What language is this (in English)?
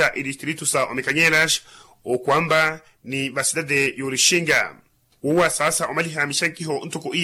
Makhuwa